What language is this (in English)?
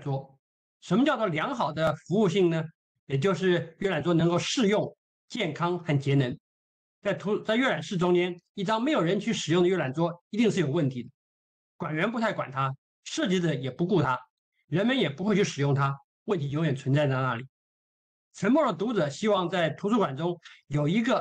Chinese